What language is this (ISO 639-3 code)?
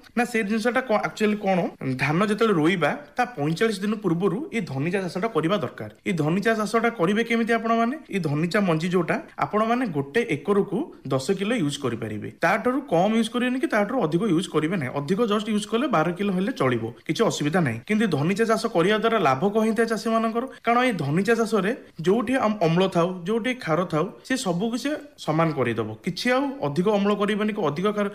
ori